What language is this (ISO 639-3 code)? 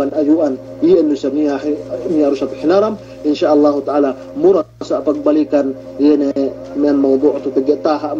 yka